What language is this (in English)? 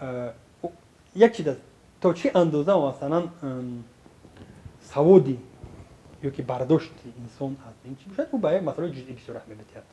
Tajik